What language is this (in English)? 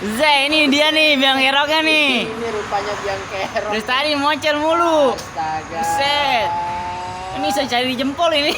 Betawi